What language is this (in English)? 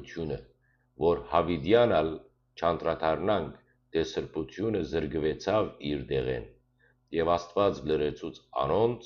Western Armenian